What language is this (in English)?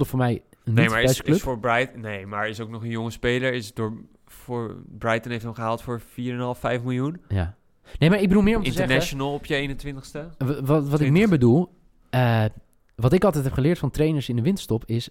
Dutch